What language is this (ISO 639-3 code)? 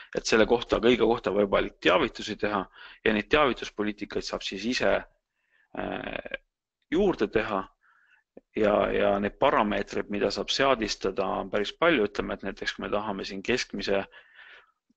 est